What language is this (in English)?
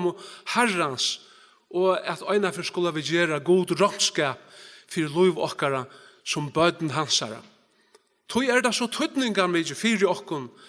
Faroese